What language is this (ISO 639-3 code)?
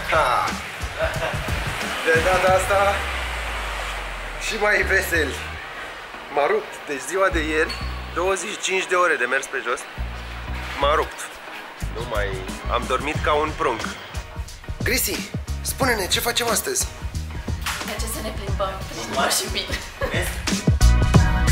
ron